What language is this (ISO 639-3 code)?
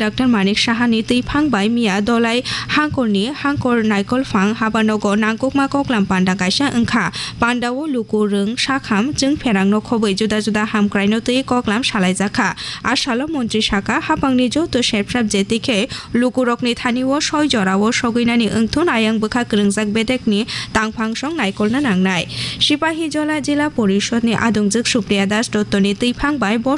trp